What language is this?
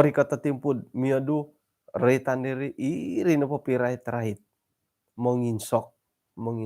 Central Dusun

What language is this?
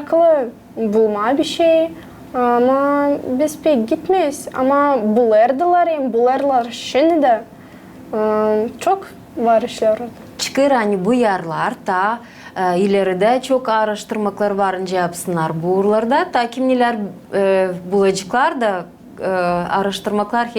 Gagauz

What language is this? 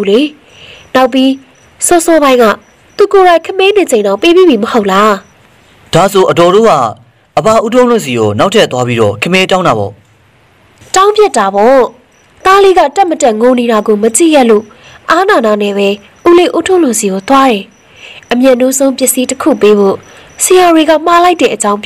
Burmese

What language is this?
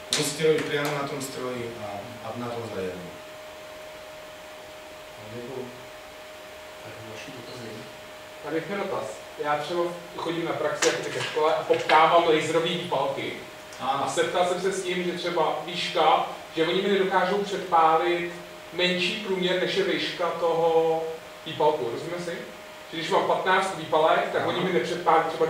Slovak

